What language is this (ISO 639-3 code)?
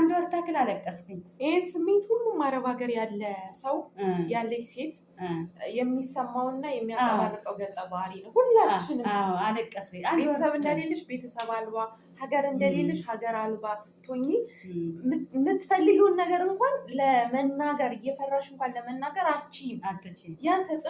amh